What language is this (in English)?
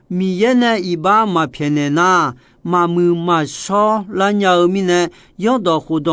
Akha